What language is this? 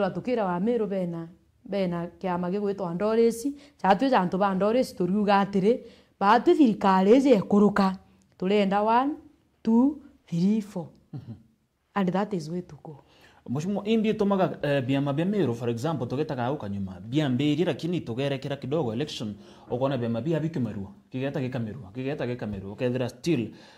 Meru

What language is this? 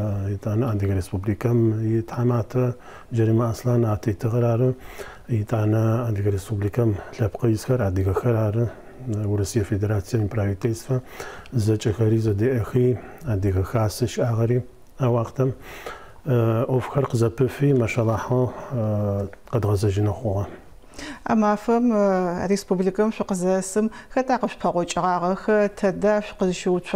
Adyghe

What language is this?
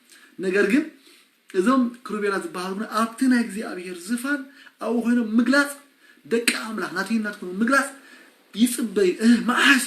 Tigrinya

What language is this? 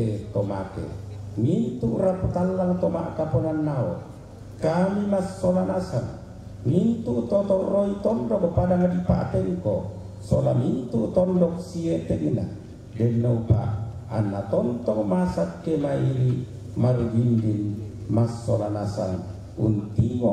Toraja-Sa'dan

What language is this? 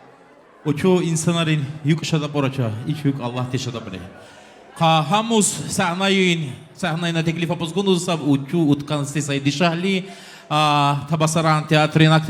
Tabassaran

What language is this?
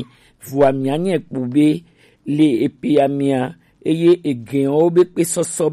Gen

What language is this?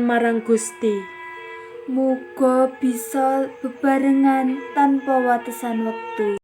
Javanese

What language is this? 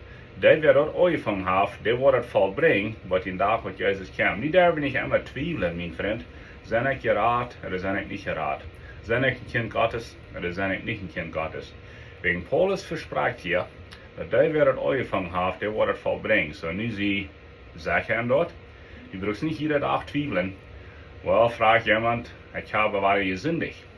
Plautdietsch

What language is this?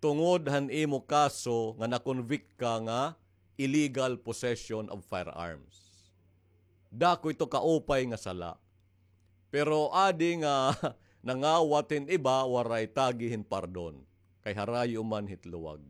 Waray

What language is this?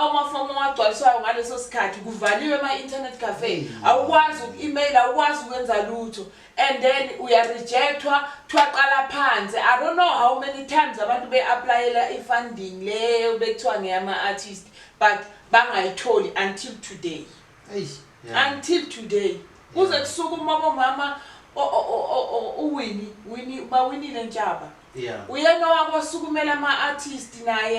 Zulu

